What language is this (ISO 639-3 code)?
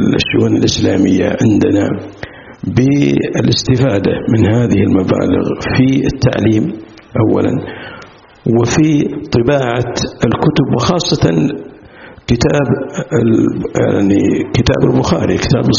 ara